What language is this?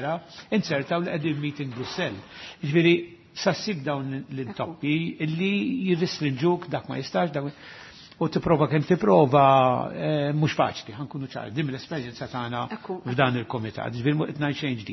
Maltese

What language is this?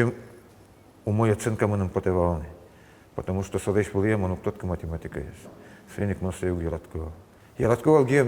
Udmurt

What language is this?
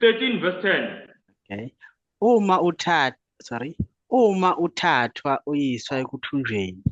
Zulu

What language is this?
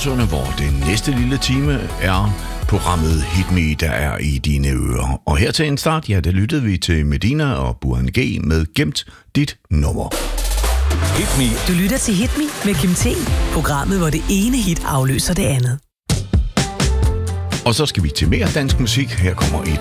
Danish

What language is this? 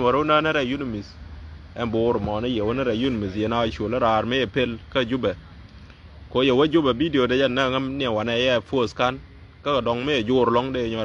Nuer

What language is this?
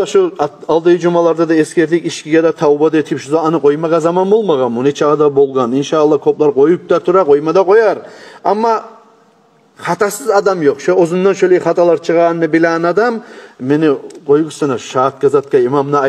Kumyk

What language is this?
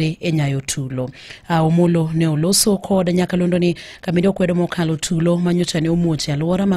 Luo (Kenya and Tanzania)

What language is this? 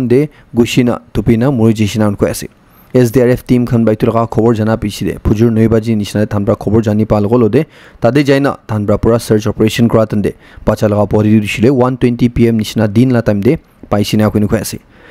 Naga Pidgin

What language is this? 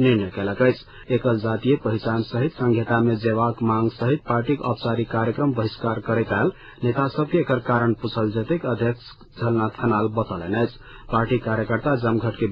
Maithili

